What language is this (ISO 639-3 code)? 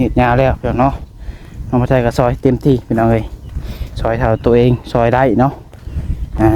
lao